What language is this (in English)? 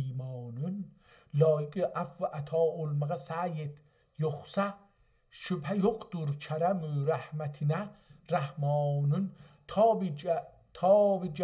South Azerbaijani